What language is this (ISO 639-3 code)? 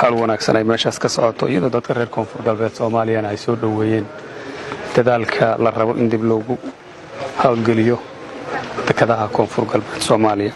som